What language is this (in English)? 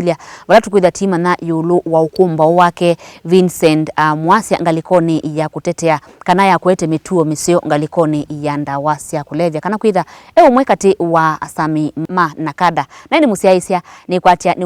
Kamba